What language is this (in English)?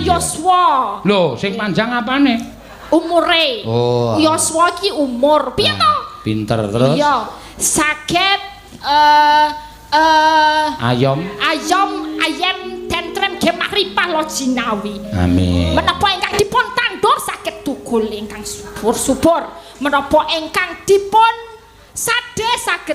Javanese